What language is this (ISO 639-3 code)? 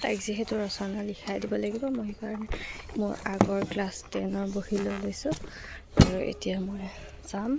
asm